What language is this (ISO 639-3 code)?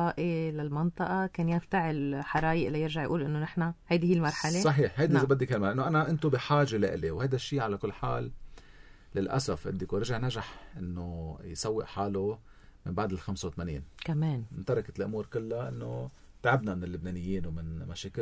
apc